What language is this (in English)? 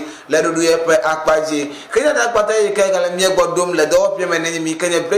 Ewe